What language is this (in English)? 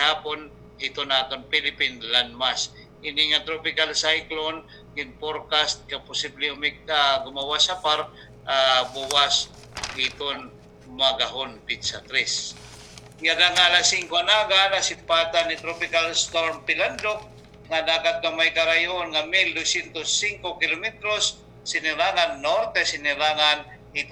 Waray